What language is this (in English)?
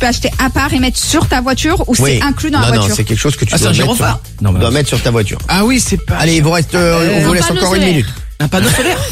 French